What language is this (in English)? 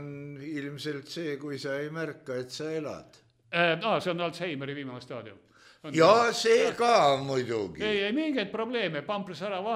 Estonian